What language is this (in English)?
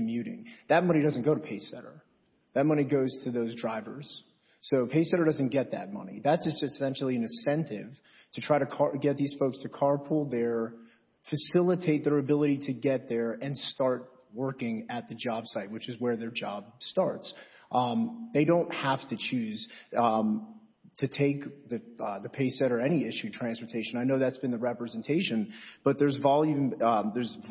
English